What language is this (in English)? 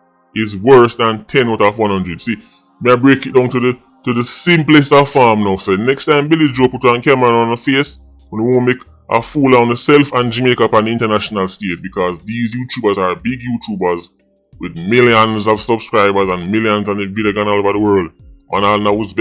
Jamaican Creole English